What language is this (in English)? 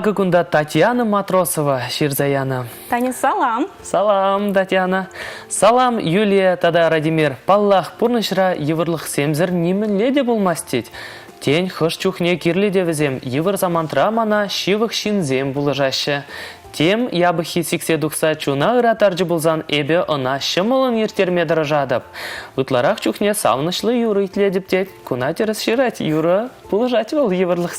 Chuvash